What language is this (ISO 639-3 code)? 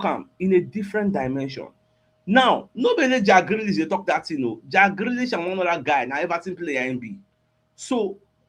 pcm